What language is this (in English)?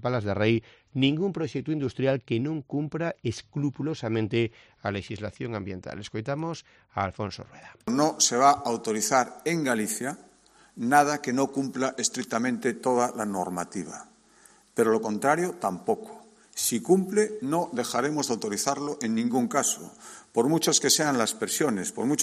Galician